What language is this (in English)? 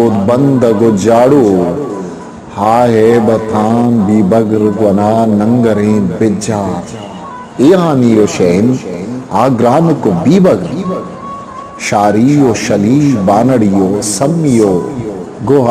Eastern Balochi